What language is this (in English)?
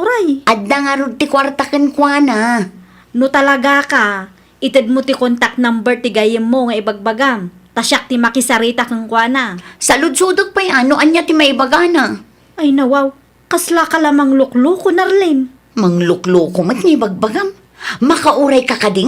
Iloko